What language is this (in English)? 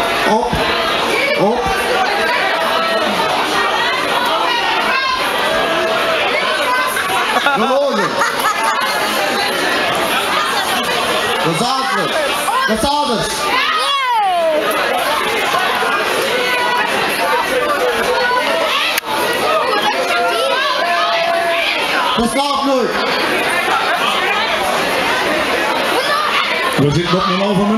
Dutch